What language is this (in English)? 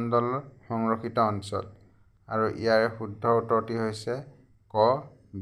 Assamese